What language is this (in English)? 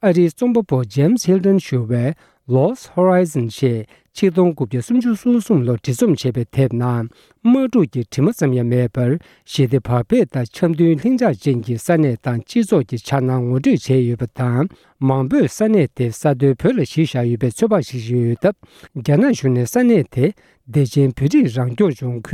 Tibetan